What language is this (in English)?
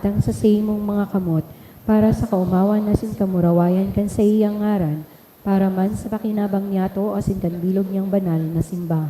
Bikol